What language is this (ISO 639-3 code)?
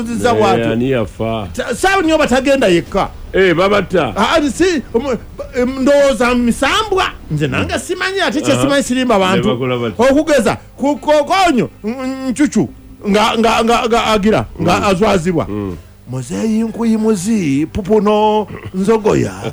lug